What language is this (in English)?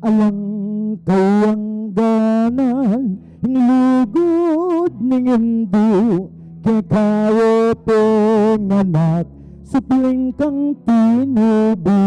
Pampanga